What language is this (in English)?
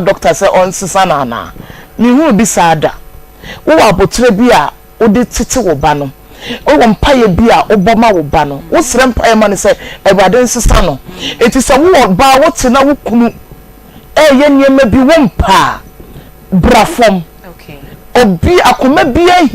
Akan